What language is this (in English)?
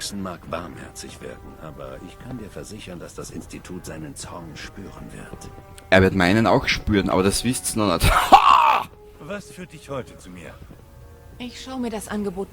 Bavarian